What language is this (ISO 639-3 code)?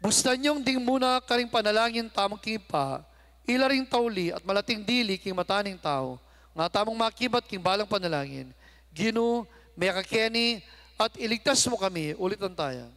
pam